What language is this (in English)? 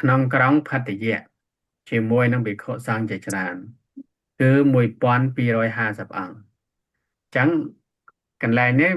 Khmer